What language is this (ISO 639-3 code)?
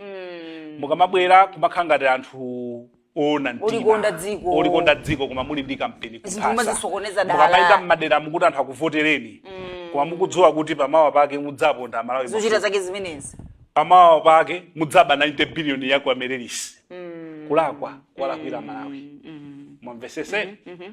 nya